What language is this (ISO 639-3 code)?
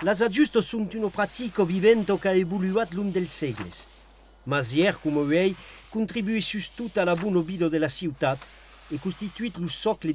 oci